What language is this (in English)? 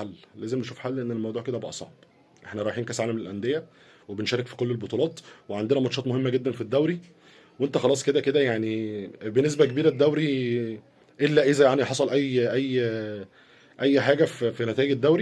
Egyptian Arabic